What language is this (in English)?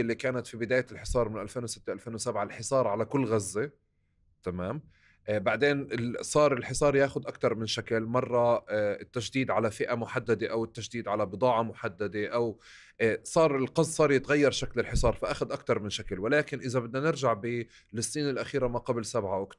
North Levantine Arabic